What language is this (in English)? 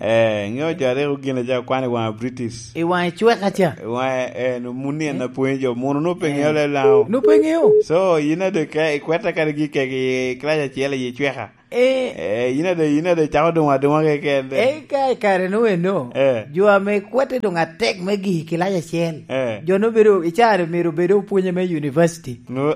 Lango (Uganda)